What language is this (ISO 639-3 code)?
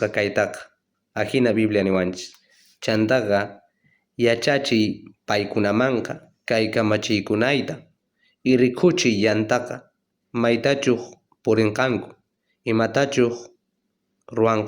quh